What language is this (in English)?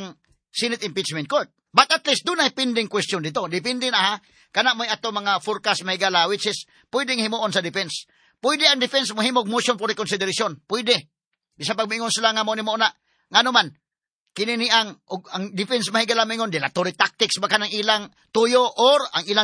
Cebuano